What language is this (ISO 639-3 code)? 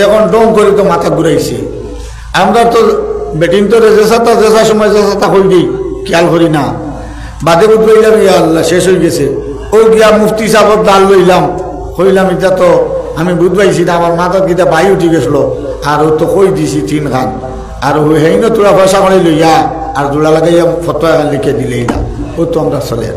syl